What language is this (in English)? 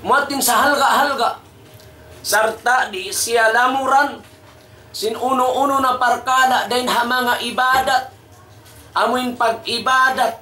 Tausug